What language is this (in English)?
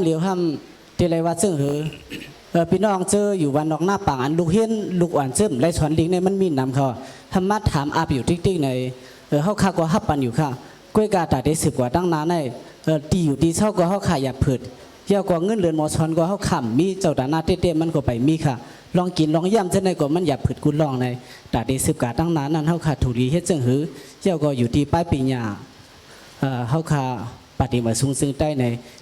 Shan